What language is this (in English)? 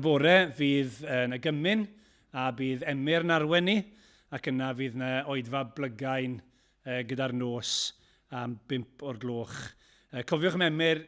Welsh